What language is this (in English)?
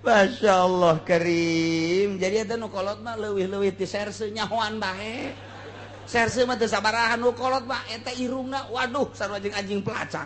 Sundanese